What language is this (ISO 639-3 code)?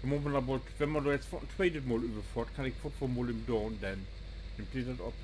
nds